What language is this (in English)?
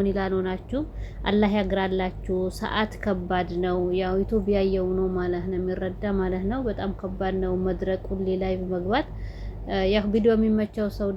Amharic